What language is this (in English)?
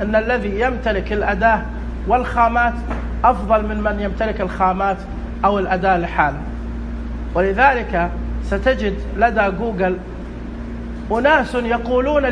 Arabic